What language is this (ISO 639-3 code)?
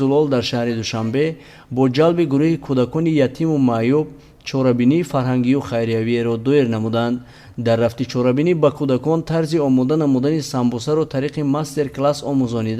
tgk